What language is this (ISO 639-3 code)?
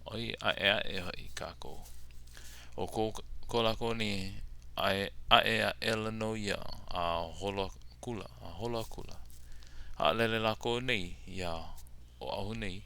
haw